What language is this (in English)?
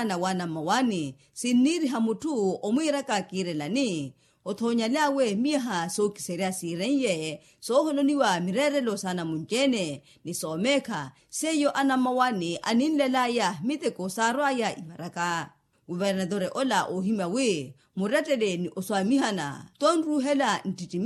Makhuwa